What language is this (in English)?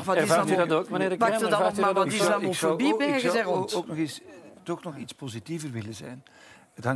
Dutch